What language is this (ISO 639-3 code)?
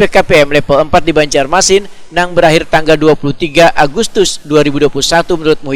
bjn